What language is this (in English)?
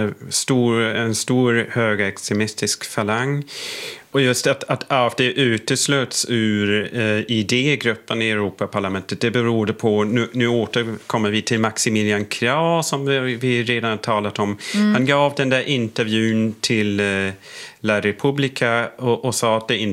Swedish